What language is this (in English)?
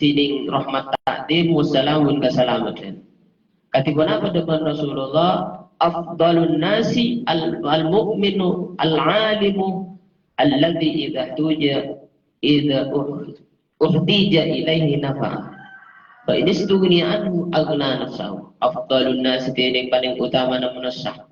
Madurese